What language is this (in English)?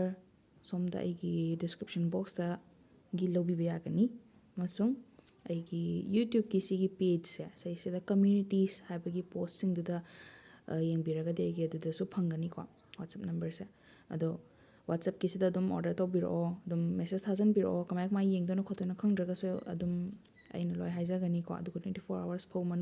Manipuri